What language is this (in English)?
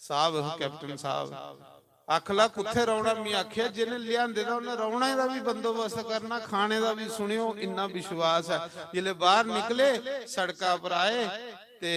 Dogri